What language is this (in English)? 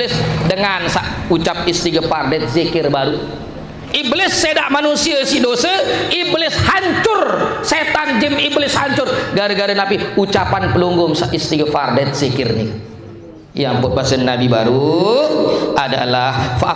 Sasak